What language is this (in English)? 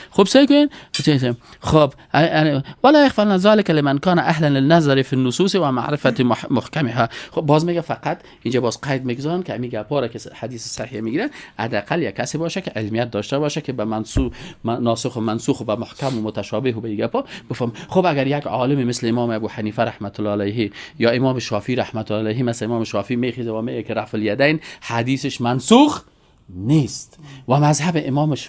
Persian